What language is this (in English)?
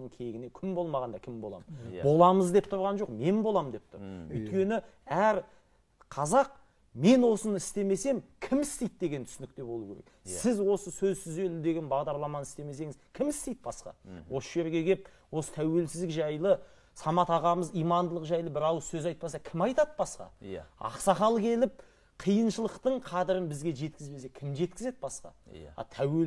Kazakh